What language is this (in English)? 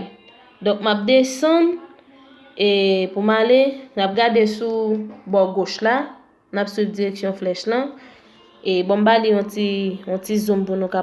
Haitian Creole